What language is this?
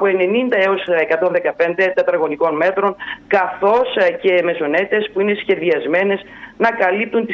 Greek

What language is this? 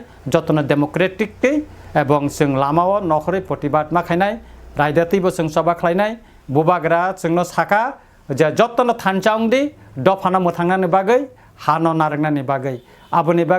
Kok Borok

